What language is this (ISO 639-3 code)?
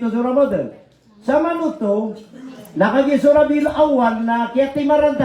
mrw